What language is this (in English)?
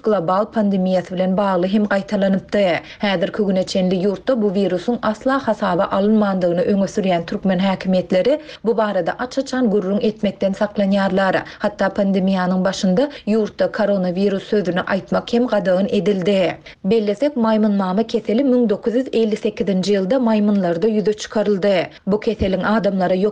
Turkmen